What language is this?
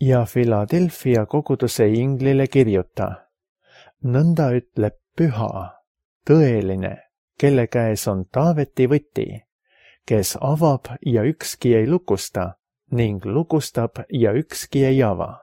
Estonian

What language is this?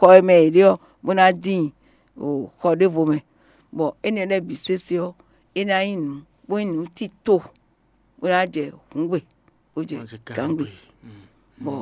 Fon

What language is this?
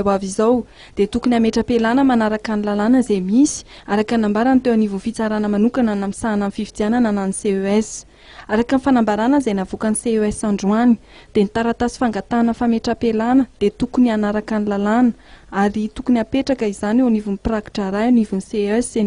Malagasy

